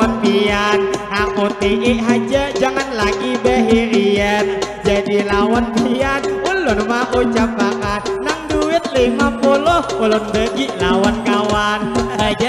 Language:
Banjar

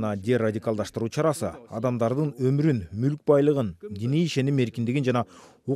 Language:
Kyrgyz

